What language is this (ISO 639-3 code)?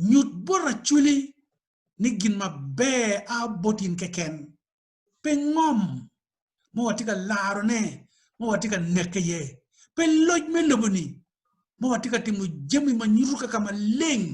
ach